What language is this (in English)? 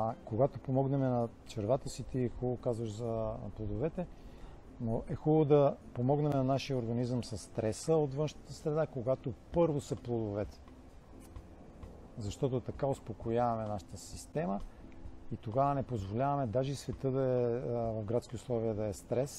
Bulgarian